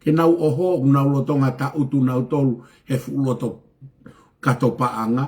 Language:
Tongan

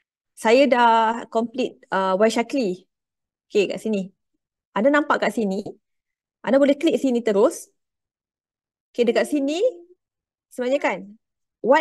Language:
Malay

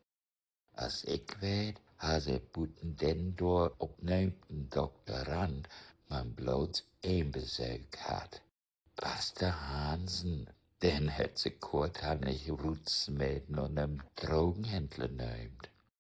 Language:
Low German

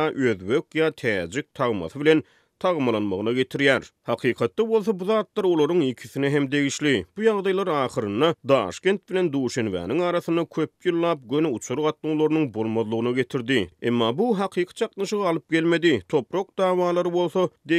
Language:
Turkmen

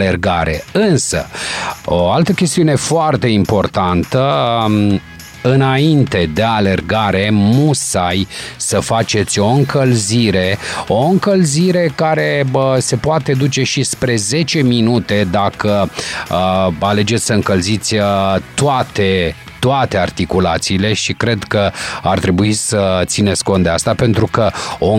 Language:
Romanian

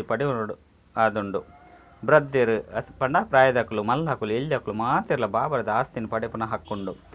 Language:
Tulu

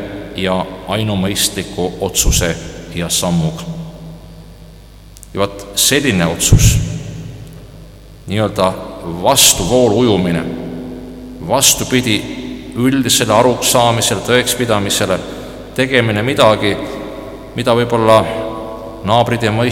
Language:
Estonian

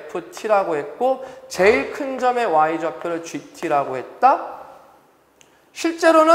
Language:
Korean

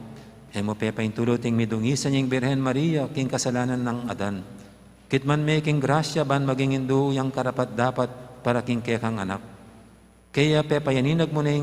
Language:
Pampanga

